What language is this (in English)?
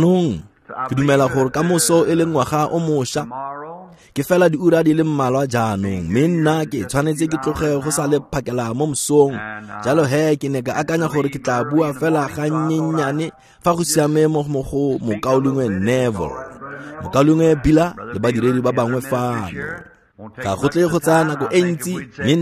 Tswana